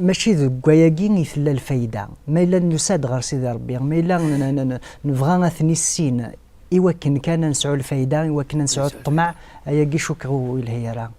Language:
Kabyle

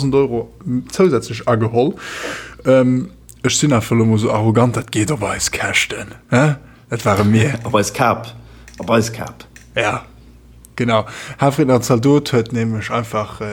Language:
Luxembourgish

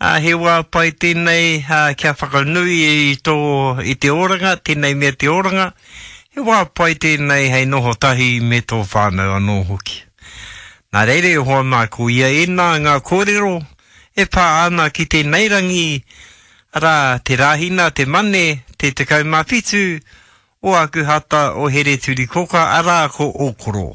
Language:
Māori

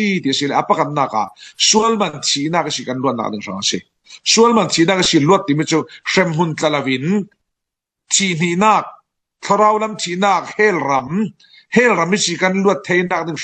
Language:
Falam Chin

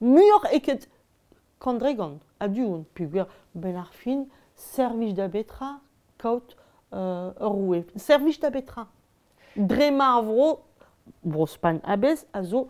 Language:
Breton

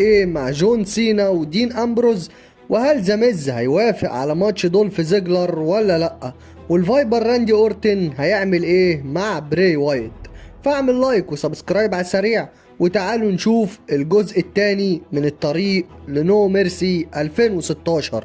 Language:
Egyptian Arabic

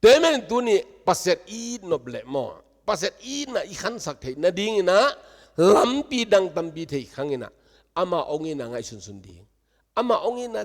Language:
Tedim Chin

